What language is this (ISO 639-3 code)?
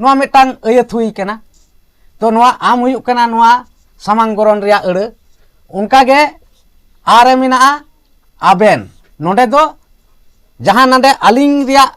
sat